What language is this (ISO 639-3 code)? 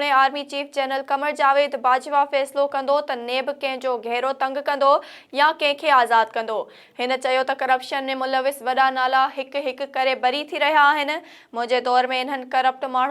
snd